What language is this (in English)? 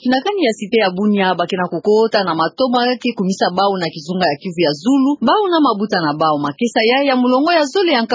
Kituba (Democratic Republic of Congo)